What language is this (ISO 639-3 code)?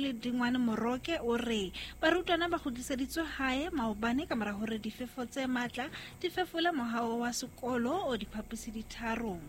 sot